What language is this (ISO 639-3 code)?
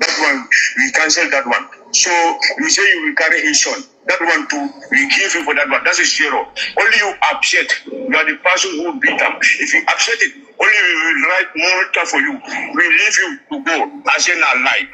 pcm